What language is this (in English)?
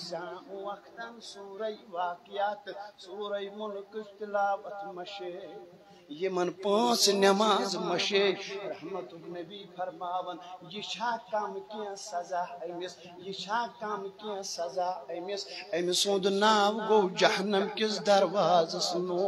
Kashmiri